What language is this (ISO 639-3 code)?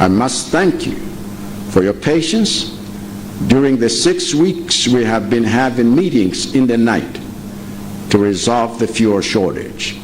nya